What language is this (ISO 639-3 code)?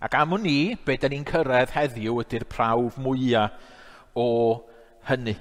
cym